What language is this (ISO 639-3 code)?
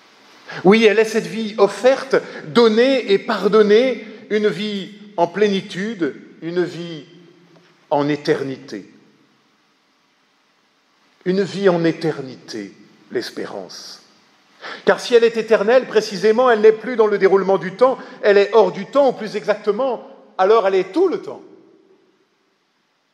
fra